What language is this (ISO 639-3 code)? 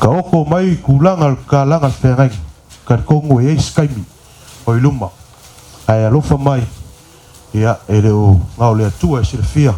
smo